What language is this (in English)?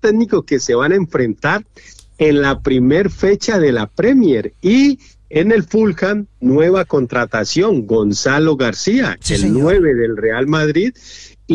Spanish